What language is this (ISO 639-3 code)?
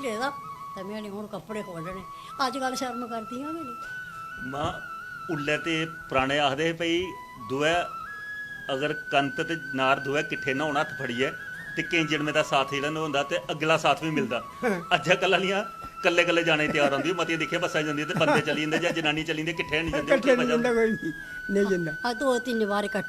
doi